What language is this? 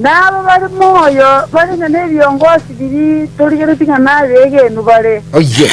Gusii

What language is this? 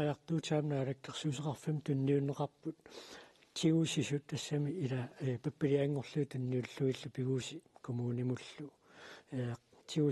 Kalaallisut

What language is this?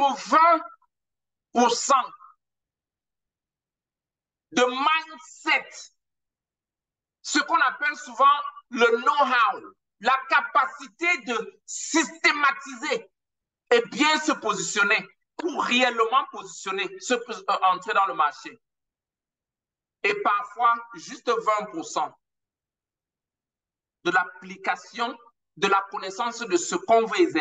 French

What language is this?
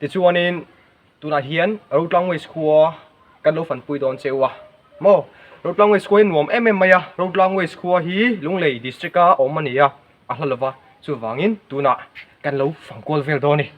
Mizo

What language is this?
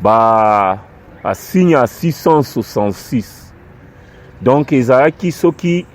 Lingala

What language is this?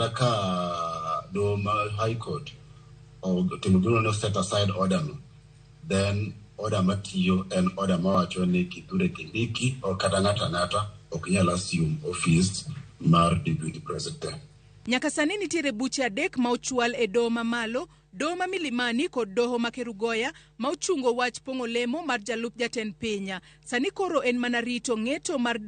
Luo (Kenya and Tanzania)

